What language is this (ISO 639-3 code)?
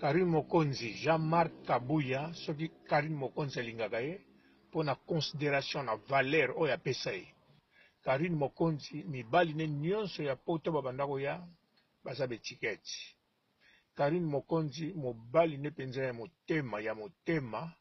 lin